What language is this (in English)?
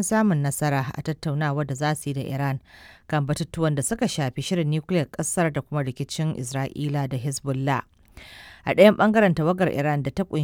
Hausa